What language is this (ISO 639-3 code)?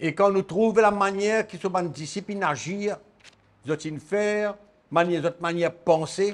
mfe